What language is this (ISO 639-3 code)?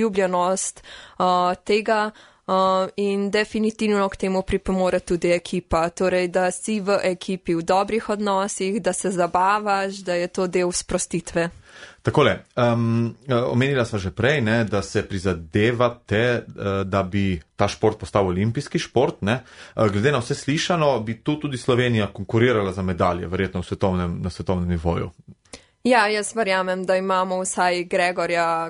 slv